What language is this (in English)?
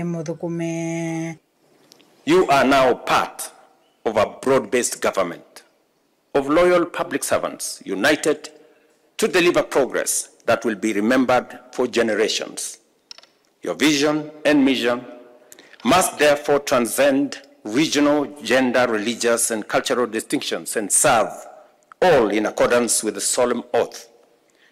Kamba